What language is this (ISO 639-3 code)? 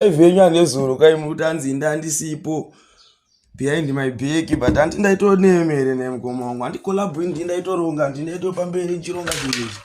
sna